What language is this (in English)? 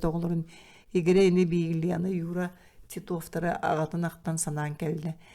Yakut